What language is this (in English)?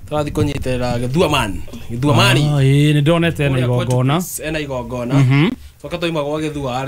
Kikuyu